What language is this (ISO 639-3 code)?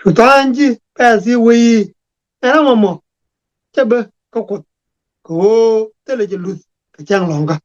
nus